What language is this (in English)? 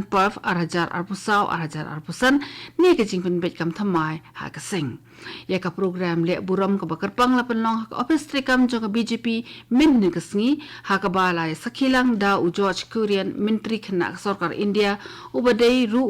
Khasi